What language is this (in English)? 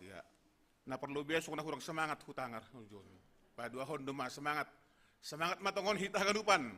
Batak Simalungun